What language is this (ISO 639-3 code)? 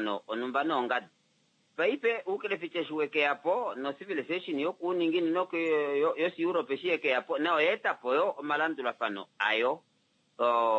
kua